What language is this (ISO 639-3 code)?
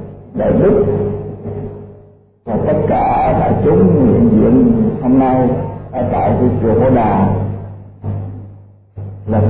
vie